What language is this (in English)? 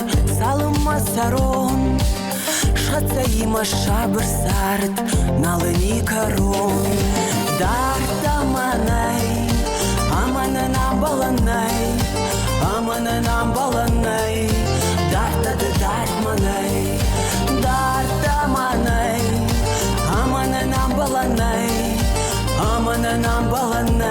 Ossetic